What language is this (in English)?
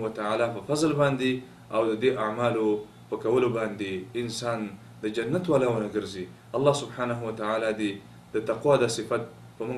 Pashto